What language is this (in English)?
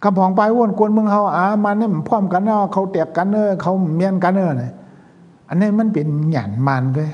Shan